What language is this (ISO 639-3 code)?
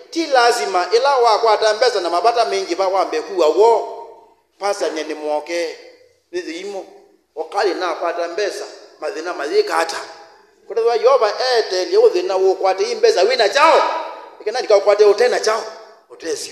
kam